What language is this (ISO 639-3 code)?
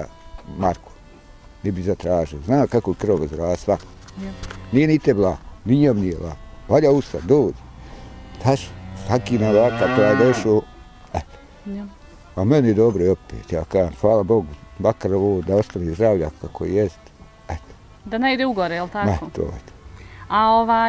bos